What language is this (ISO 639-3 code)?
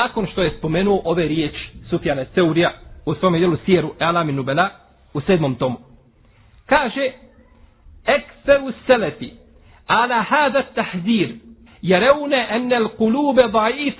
bos